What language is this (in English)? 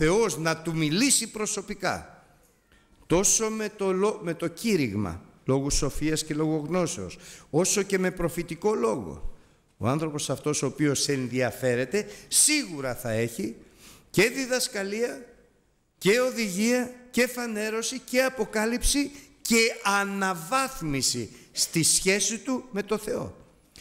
Greek